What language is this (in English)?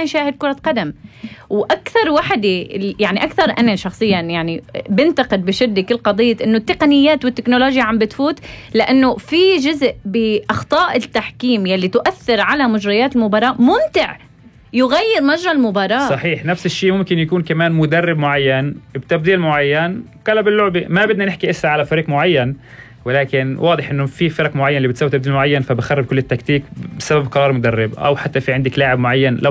North Levantine Arabic